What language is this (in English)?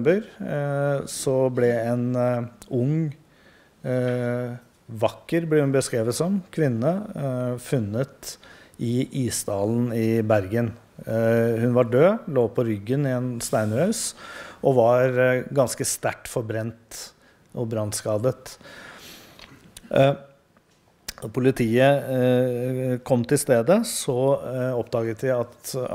Norwegian